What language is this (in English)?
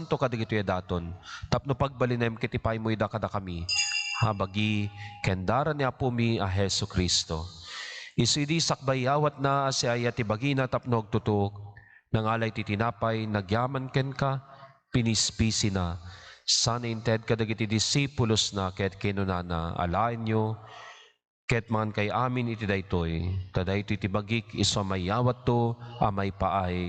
Iloko